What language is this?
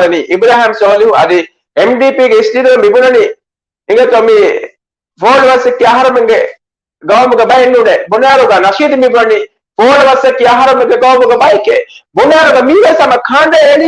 Divehi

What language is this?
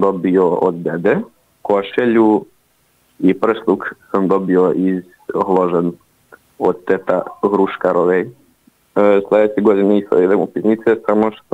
Serbian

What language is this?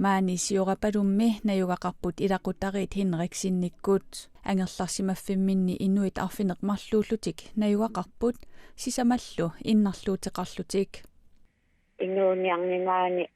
Kalaallisut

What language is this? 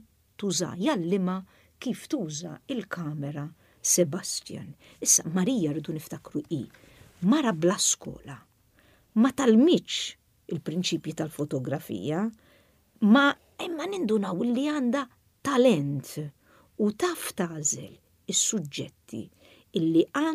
Maltese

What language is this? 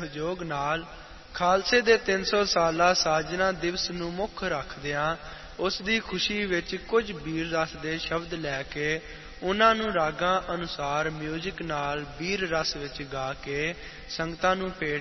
Punjabi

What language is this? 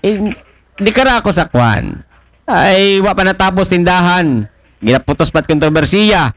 Aklanon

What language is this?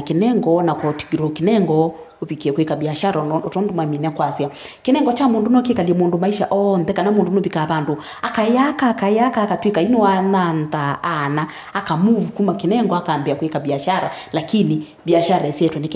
Kamba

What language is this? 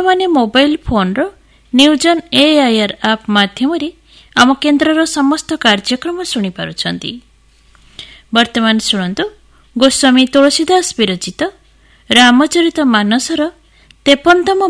Odia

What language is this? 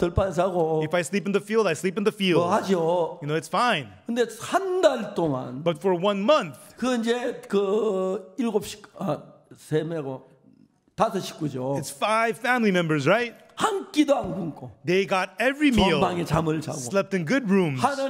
Korean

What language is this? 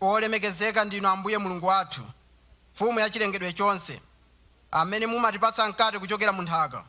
Nyanja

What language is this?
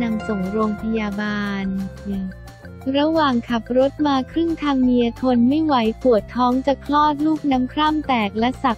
Thai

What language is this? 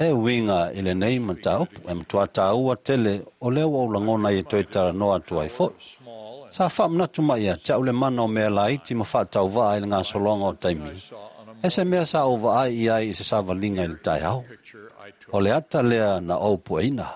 Samoan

